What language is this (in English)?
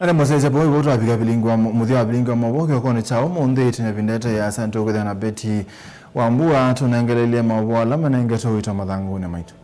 Kamba